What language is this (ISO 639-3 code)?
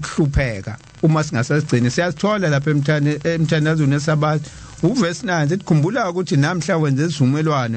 zul